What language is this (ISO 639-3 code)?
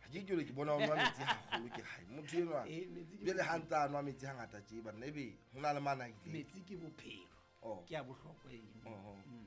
sot